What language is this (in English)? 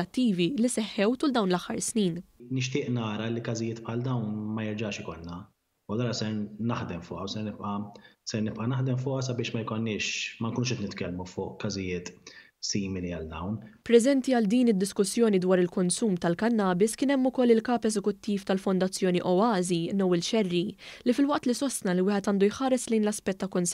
Maltese